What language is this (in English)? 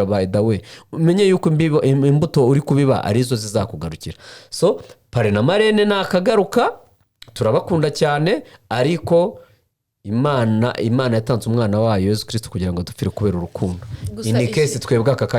Kinyarwanda